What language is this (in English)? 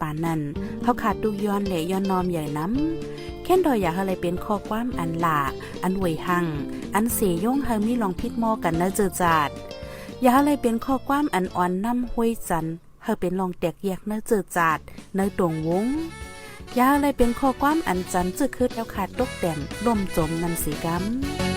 Shan